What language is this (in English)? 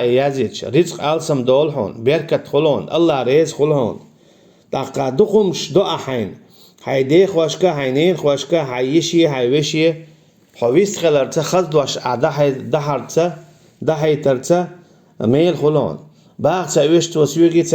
Chechen